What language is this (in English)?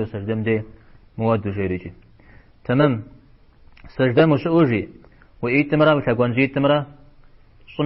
Kabardian